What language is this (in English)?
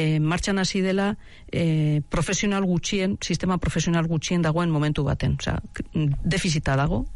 Basque